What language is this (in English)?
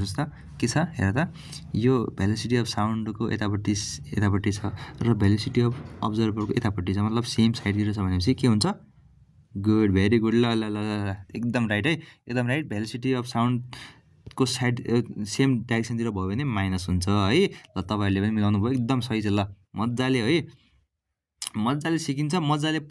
Nepali